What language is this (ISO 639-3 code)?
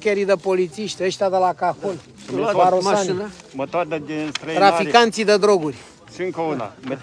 ron